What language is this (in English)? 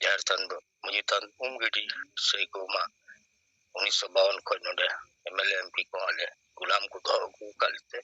Santali